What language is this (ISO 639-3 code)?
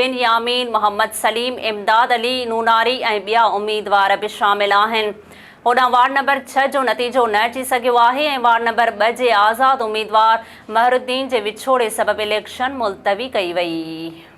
snd